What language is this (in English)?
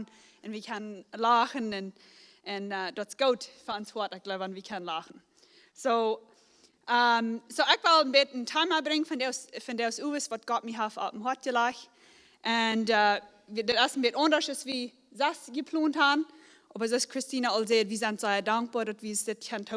Plautdietsch